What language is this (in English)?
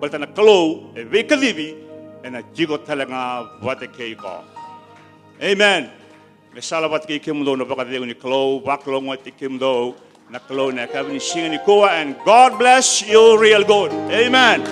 Fijian